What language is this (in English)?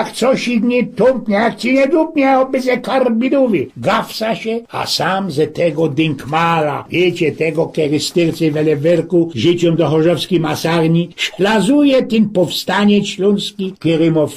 Silesian